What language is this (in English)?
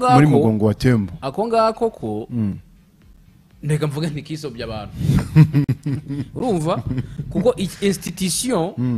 Kinyarwanda